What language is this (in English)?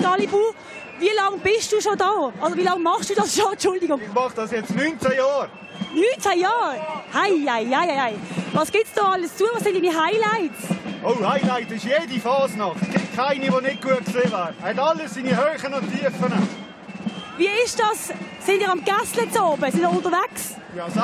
Swiss German